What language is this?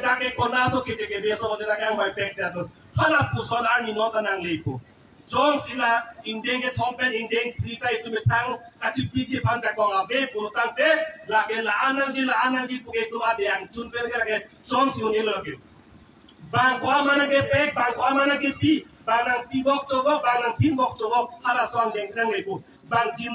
Karbi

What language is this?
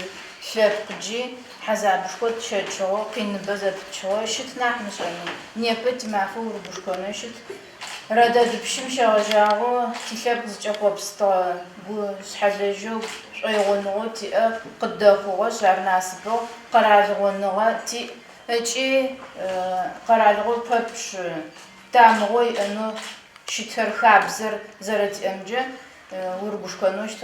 Adyghe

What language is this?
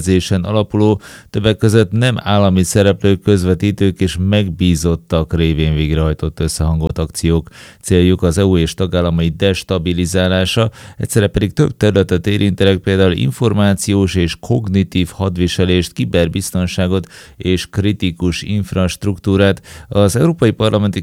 Hungarian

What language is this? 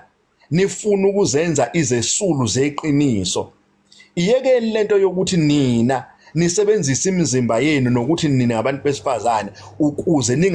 Zulu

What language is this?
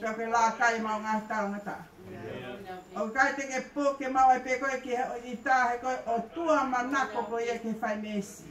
Tongan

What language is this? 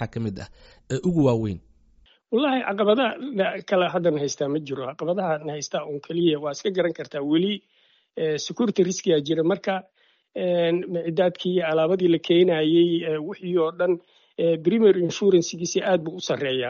Somali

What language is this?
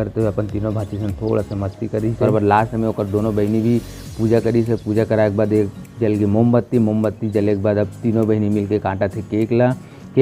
Chhattisgarhi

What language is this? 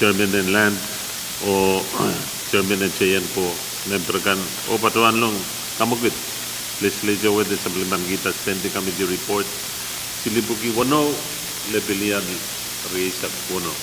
Pohnpeian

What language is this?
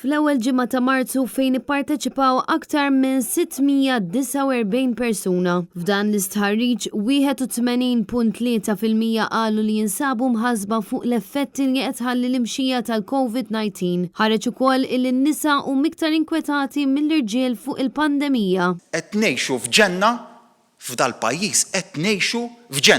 Maltese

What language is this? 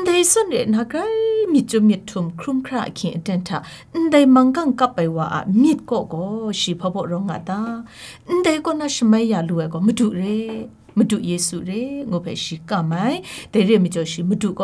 Kachin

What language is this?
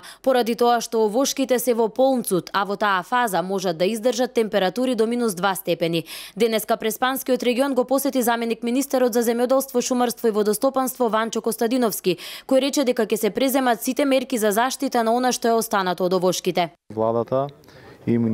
Macedonian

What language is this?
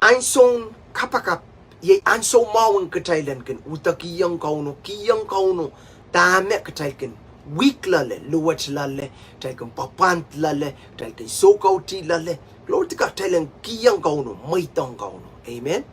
Pohnpeian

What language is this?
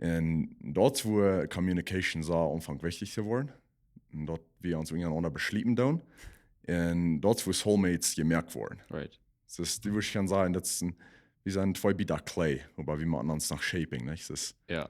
Plautdietsch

